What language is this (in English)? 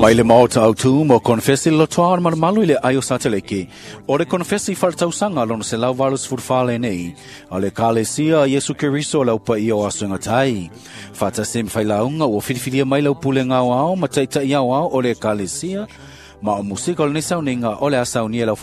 Samoan